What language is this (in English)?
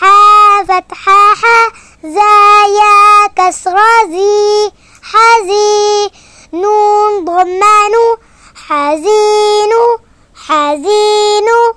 Divehi